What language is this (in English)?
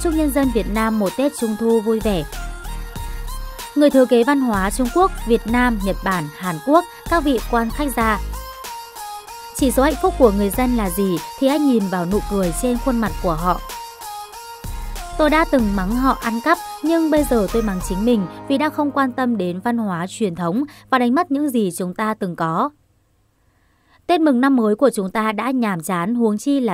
Vietnamese